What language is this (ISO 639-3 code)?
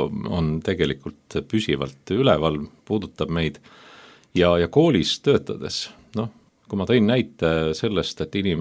est